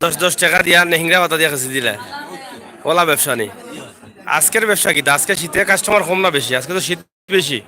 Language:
Sylheti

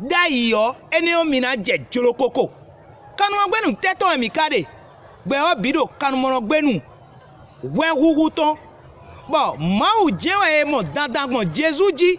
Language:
Fon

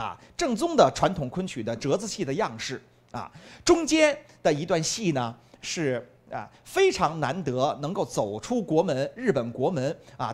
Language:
Chinese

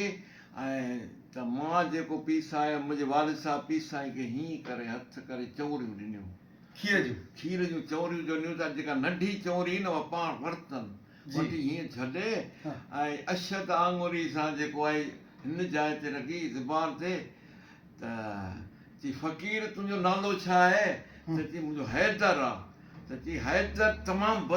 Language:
Sindhi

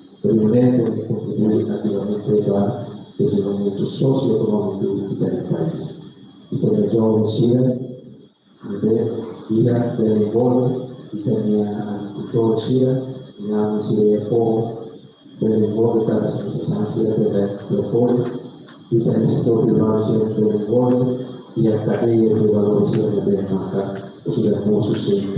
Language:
Tetum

